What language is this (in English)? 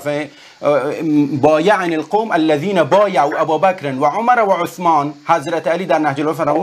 Persian